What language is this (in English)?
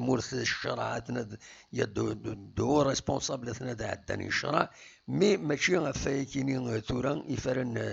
Kabyle